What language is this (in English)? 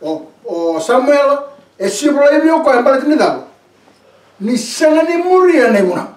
Fijian